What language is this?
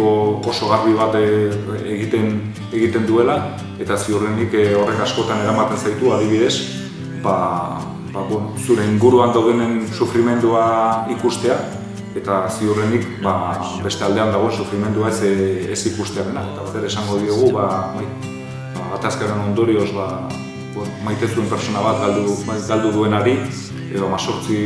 Basque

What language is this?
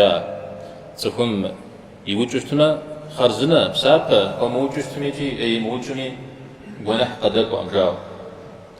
Kabardian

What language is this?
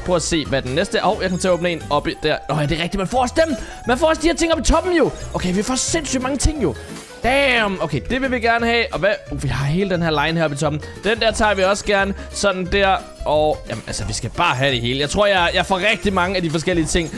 Danish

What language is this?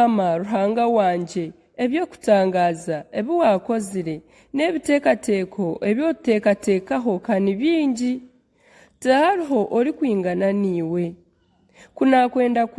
Nyankole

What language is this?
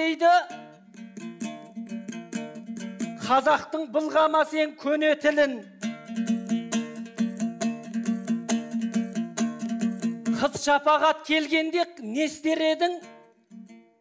Kazakh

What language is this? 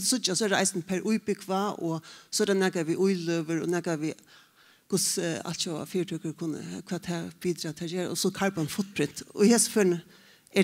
Faroese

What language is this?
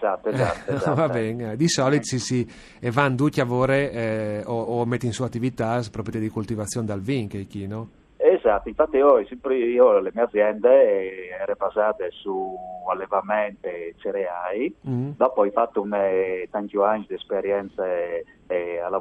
Friulian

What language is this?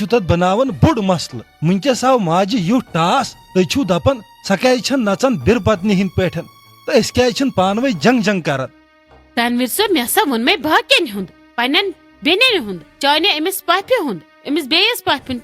Kashmiri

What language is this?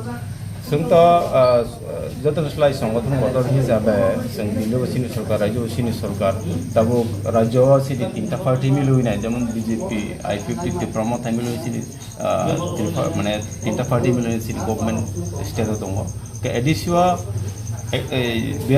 Kok Borok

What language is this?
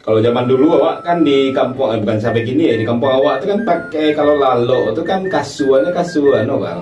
Minangkabau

